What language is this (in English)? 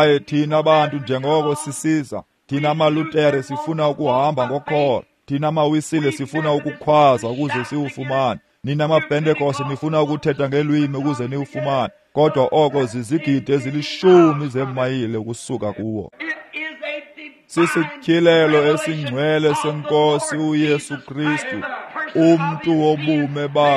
Xhosa